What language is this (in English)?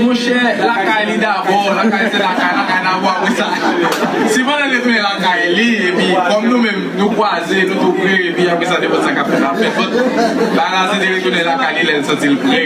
Haitian Creole